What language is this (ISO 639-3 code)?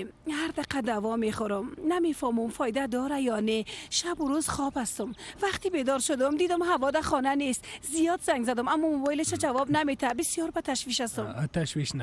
fas